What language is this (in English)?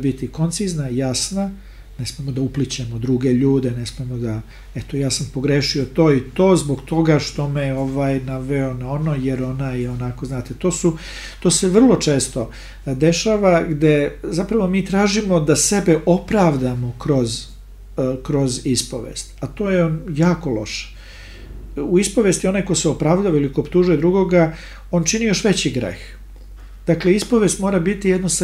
Serbian